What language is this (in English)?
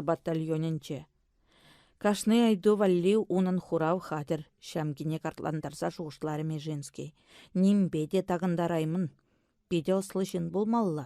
Chuvash